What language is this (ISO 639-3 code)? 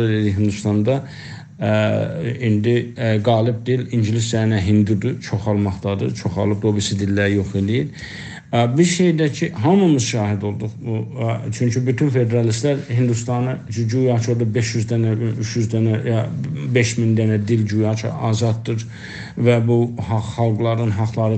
azb